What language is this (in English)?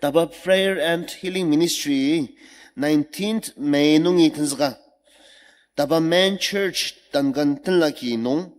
Ao Naga